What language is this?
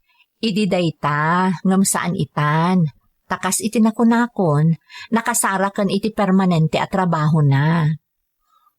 Iloko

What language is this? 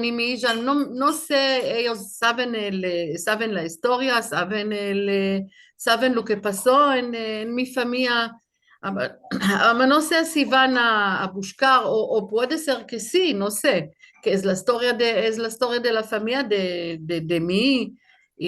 Ladino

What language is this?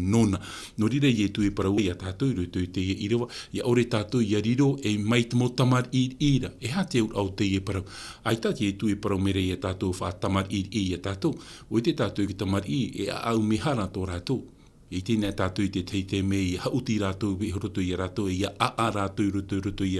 Tahitian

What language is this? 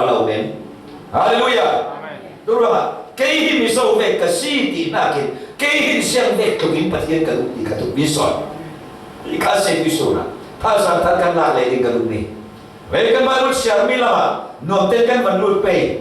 Falam Chin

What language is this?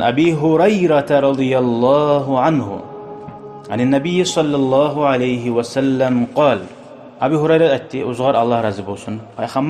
Kumyk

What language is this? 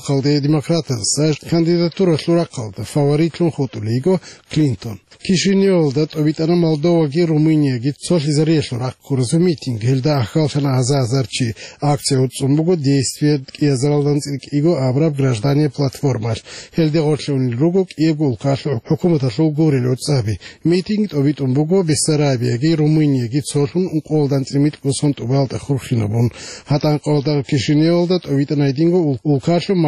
Avaric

